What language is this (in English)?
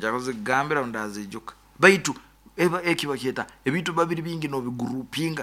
Nyoro